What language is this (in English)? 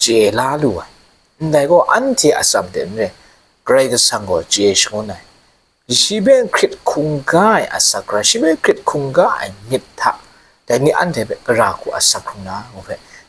Kachin